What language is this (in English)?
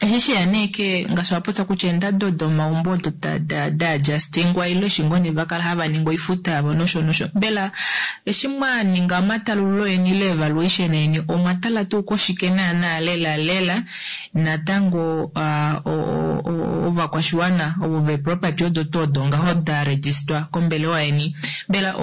Kuanyama